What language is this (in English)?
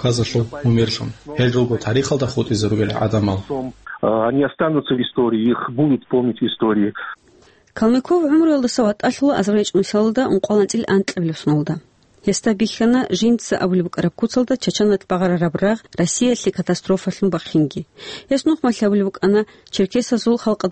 Avaric